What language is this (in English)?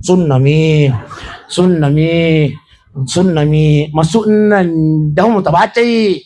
Buginese